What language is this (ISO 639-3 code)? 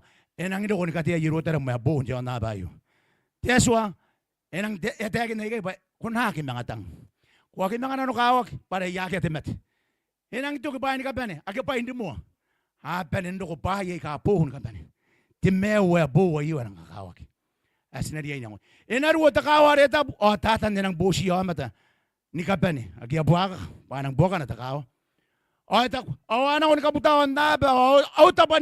gil